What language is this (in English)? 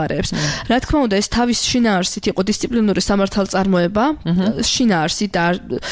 Georgian